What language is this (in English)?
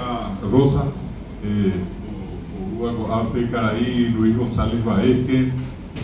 Guarani